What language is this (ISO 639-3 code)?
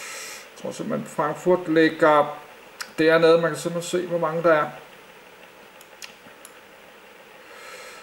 dan